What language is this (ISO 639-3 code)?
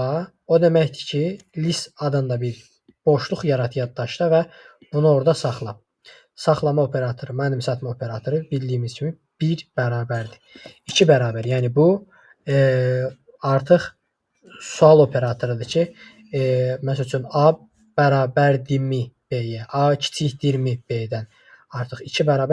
aze